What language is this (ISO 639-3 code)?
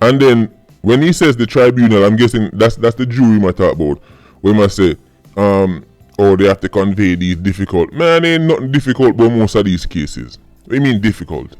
jam